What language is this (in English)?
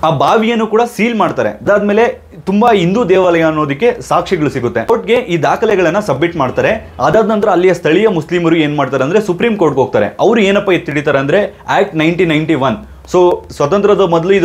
Kannada